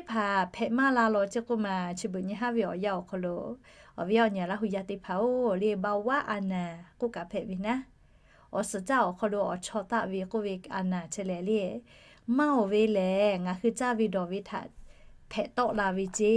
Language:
Lahu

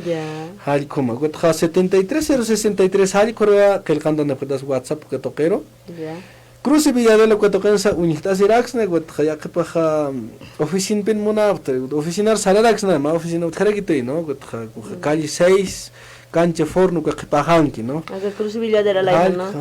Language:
Aymara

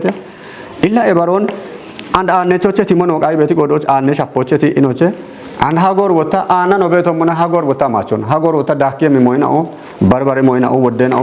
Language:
Kafa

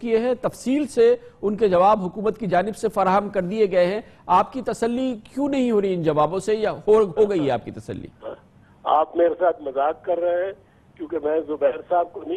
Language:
Urdu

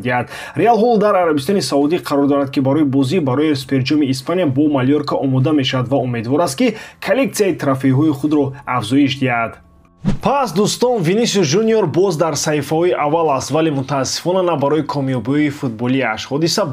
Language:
Tajik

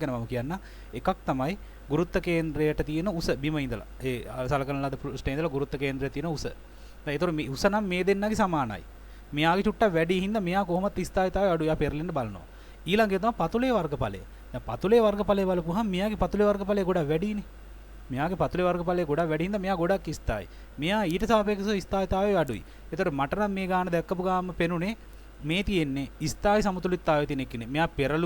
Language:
Sinhala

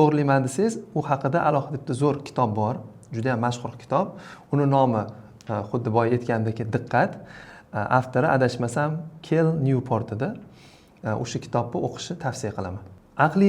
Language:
Uzbek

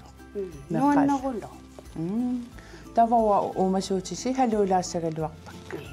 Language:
Kalaallisut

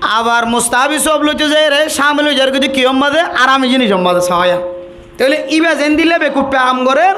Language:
Rohingya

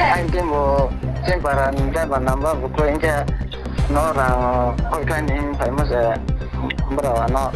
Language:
Riang (India)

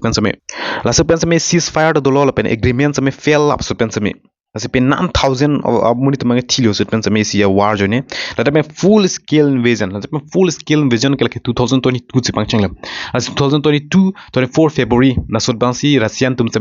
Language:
Karbi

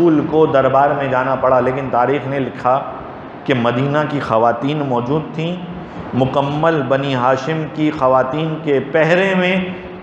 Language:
Urdu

